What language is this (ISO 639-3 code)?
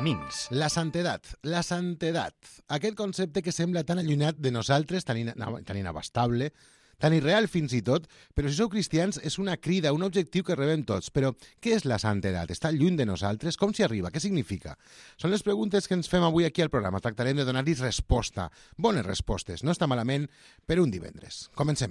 cat